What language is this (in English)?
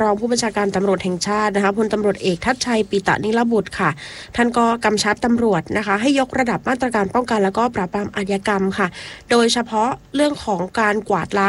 Thai